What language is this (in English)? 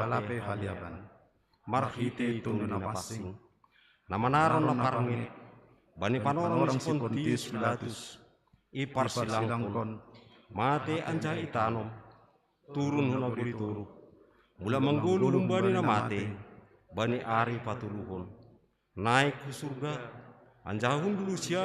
Batak Simalungun